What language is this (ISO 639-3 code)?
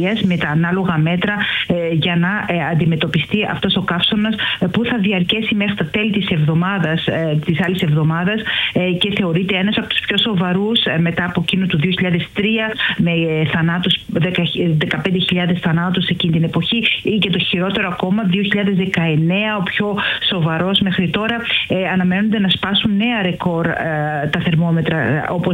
ell